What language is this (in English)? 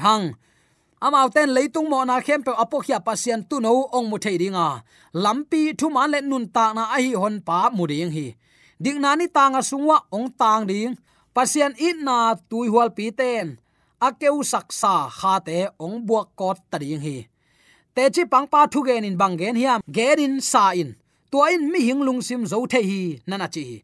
Tedim Chin